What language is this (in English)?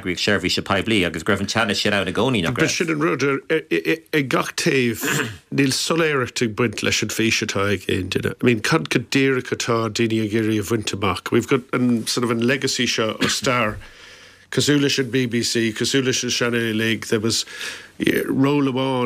Irish